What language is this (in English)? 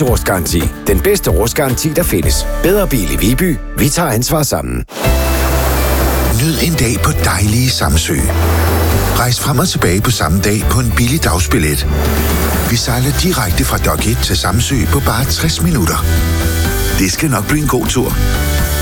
Danish